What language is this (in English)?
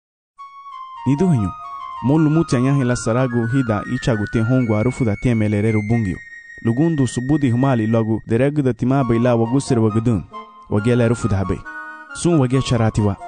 Garifuna